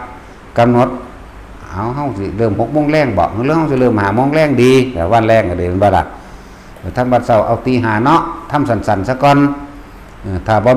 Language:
Northeastern Thai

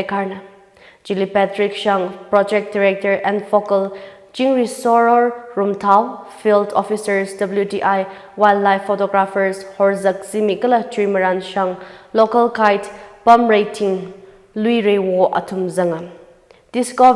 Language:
Tangkhul Naga (India)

